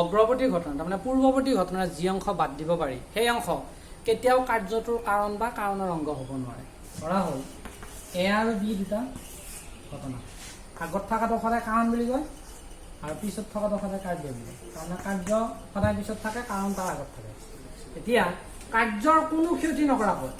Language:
Assamese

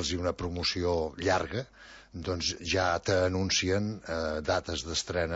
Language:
Catalan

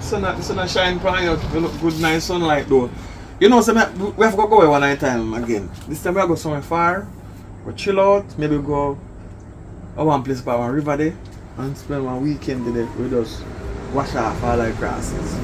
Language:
Jamaican Creole English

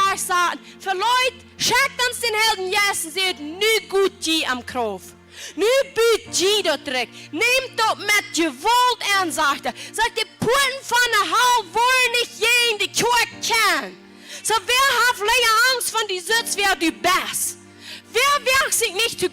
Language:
Plautdietsch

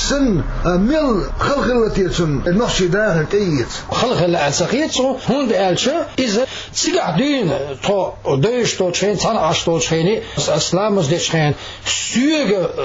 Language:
Chechen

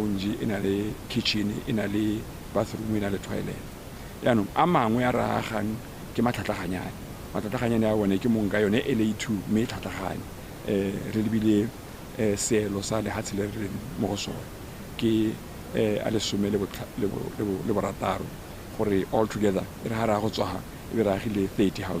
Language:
Tswana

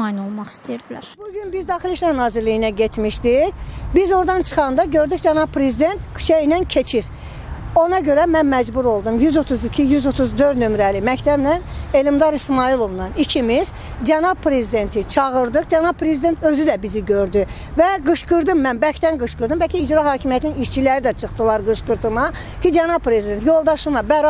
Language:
Azerbaijani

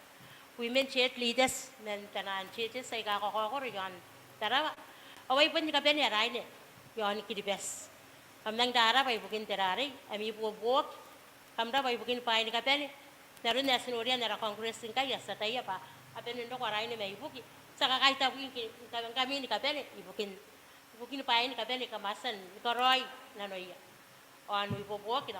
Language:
Gilbertese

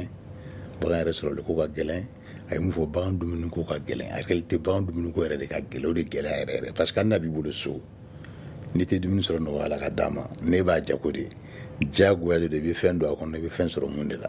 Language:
Bambara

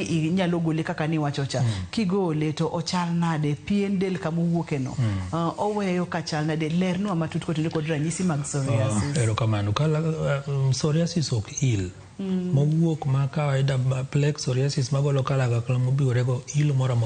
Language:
Luo (Kenya and Tanzania)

